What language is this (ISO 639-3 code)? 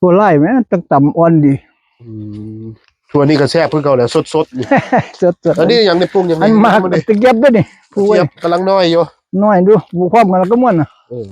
tts